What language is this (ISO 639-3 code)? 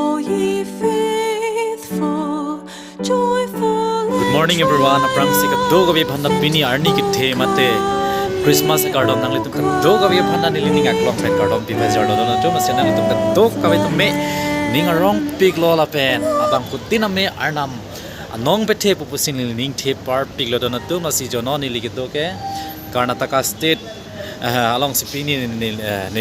mjw